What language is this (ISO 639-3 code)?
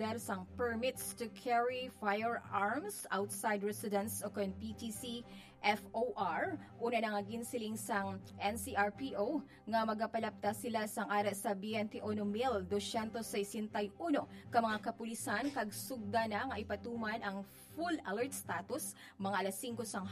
hil